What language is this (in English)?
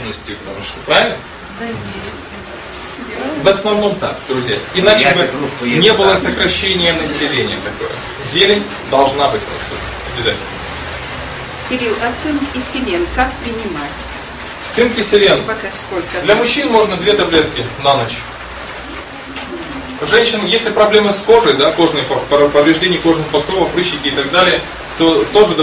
Russian